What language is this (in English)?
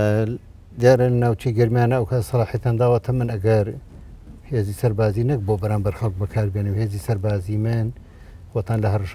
Central Kurdish